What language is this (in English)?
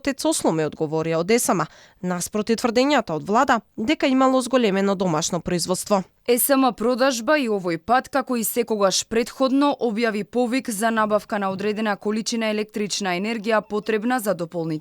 Macedonian